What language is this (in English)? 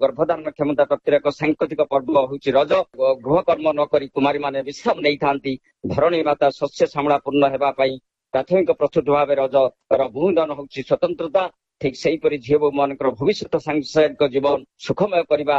Odia